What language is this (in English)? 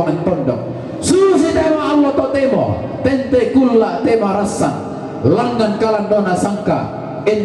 Toraja-Sa'dan